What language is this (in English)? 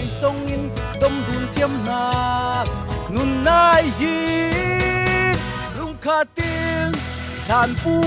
Falam Chin